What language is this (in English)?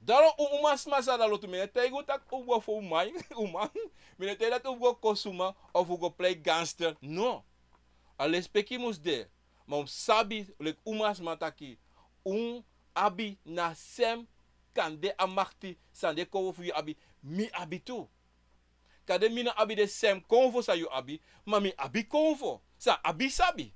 Sranan Tongo